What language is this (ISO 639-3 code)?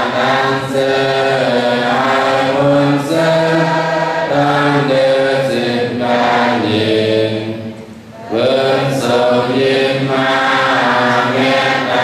shn